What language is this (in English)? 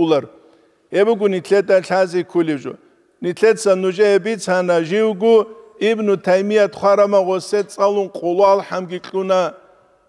Avaric